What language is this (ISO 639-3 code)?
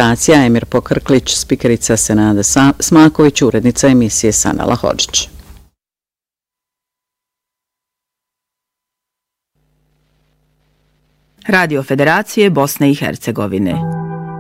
bos